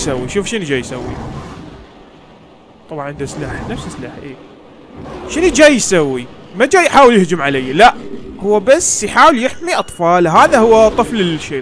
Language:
Mesopotamian Arabic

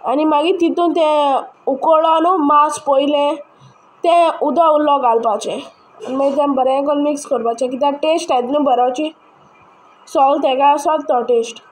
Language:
Konkani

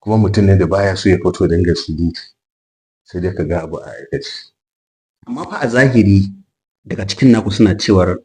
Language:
Hausa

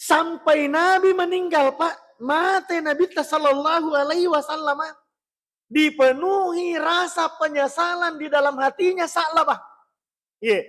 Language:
Buginese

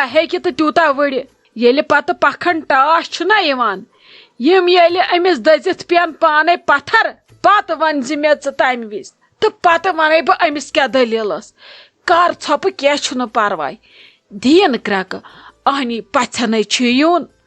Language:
Kashmiri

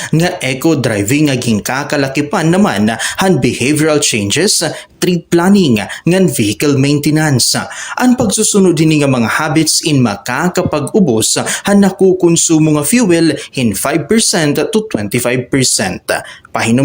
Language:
Waray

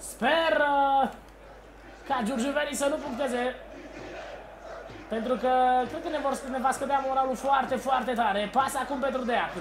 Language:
Romanian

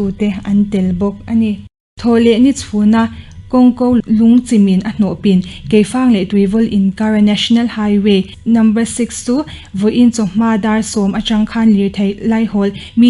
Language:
Mizo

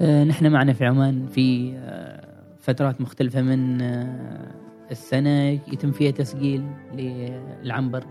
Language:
Gulf Arabic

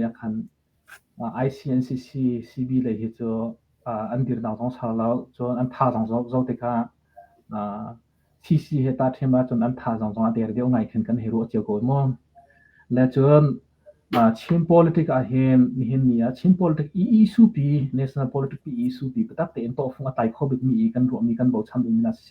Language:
Hakha Chin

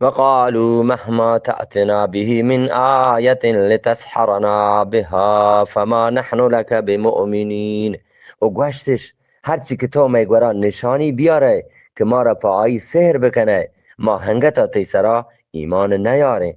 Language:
Eastern Balochi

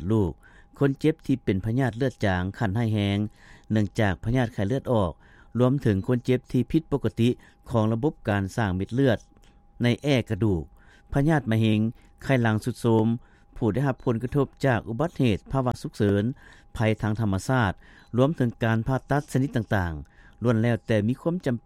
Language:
Lao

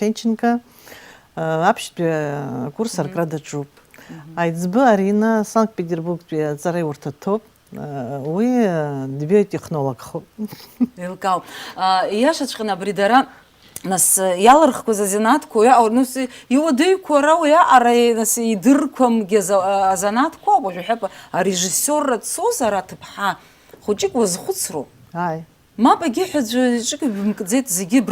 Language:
Abkhazian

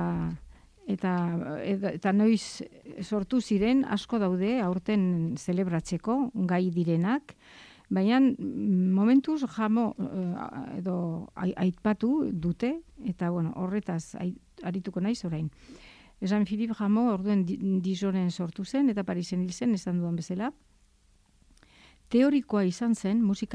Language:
Basque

